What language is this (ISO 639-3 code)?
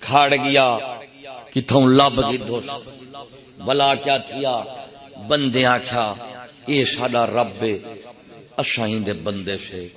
skr